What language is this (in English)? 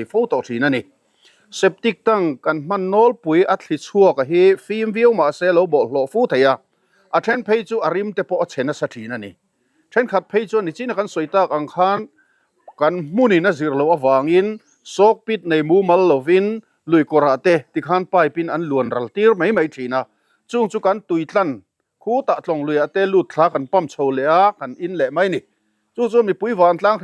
Mizo